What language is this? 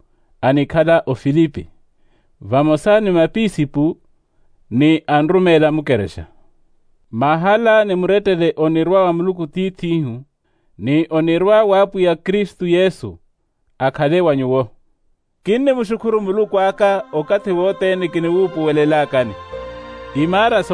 Makhuwa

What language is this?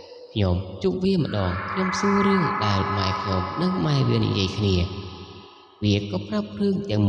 Khmer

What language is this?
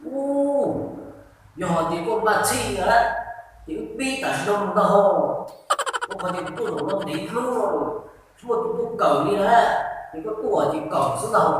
Hmong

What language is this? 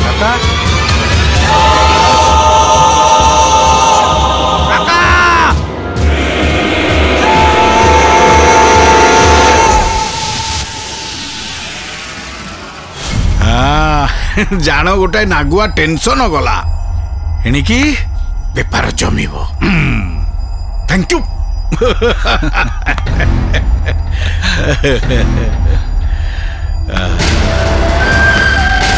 Odia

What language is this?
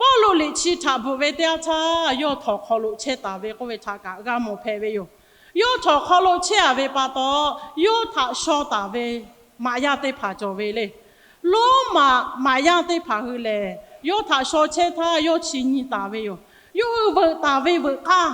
Lahu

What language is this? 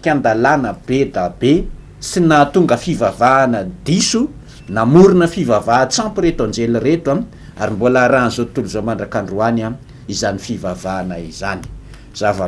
Malagasy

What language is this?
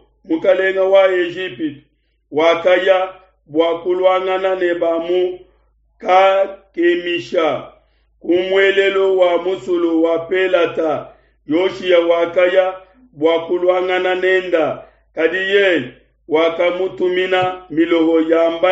Luba-Lulua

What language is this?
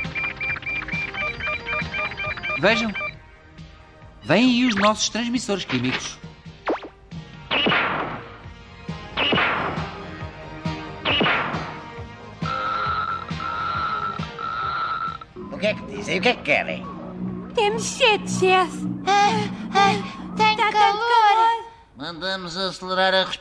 Portuguese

